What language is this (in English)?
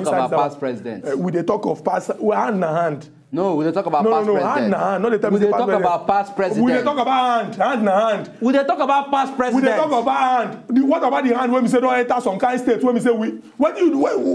Nigerian Pidgin